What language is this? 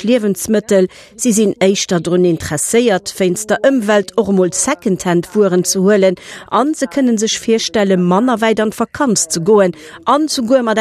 Luxembourgish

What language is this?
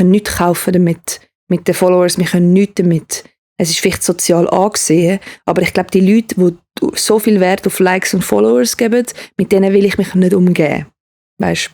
Swiss German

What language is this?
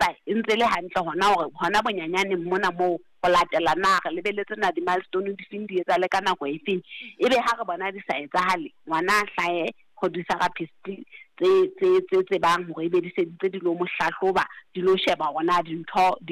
Southern Sotho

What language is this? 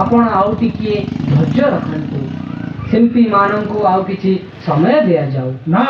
Odia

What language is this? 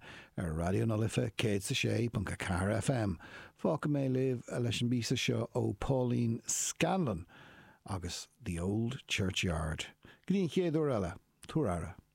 Irish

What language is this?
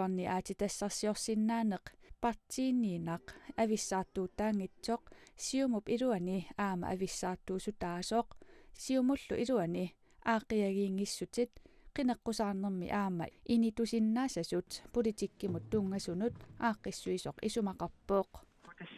Kalaallisut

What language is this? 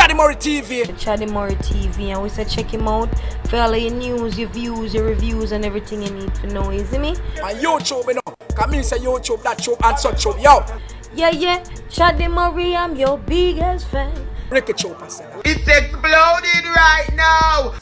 Jamaican Creole English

